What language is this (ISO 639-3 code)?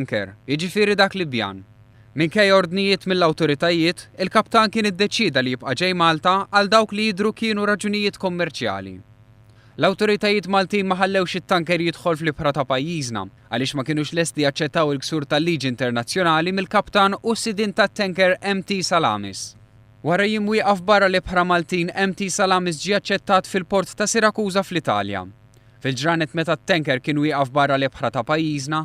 mlt